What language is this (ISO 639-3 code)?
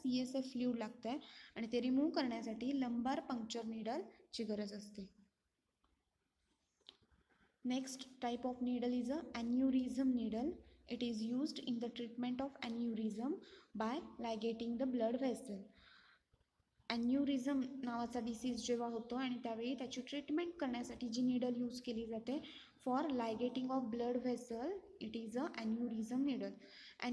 mar